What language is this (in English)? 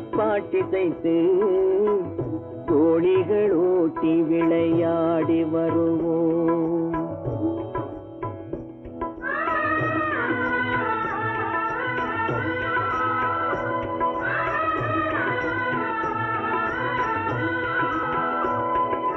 Tamil